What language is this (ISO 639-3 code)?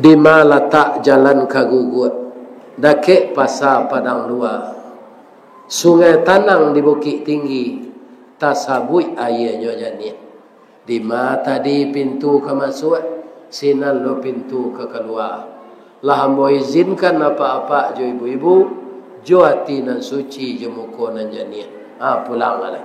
min